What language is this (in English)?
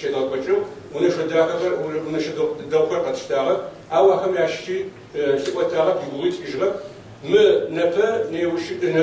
Kabardian